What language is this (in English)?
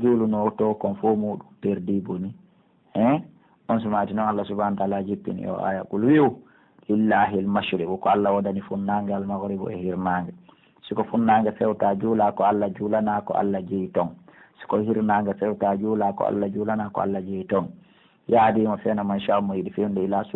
Pular